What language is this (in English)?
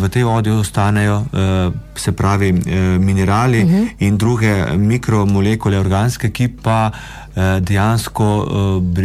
Slovenian